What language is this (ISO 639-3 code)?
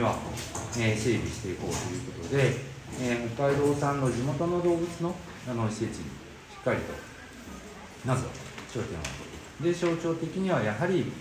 jpn